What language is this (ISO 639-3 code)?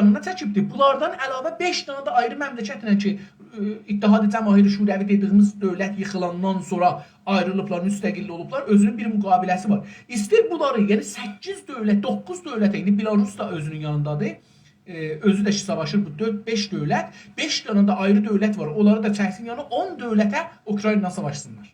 azb